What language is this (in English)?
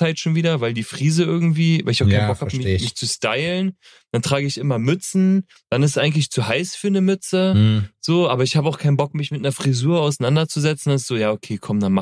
German